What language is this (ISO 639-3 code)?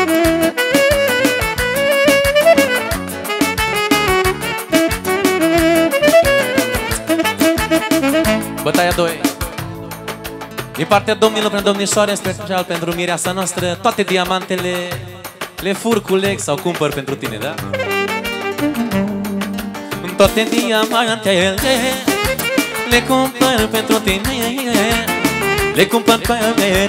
ron